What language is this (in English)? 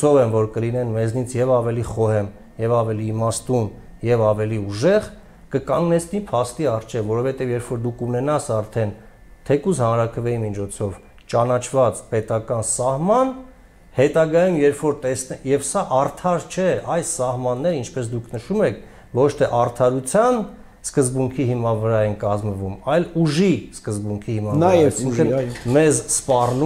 Armenian